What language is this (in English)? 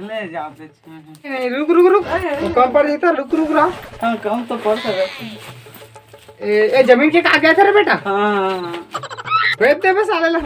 Chhattisgarhi